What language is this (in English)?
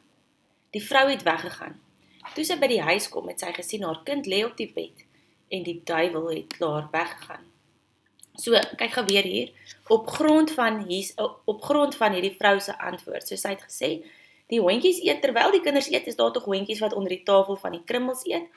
Afrikaans